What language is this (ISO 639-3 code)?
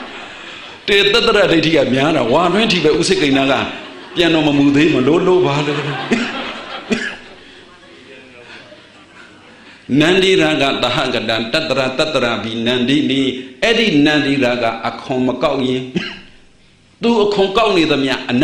mya